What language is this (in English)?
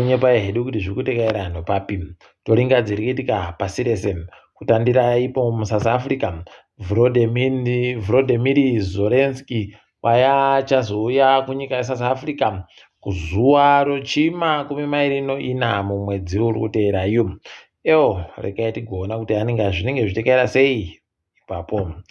Ndau